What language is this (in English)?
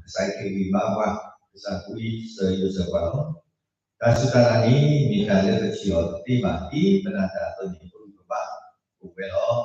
S'gaw Karen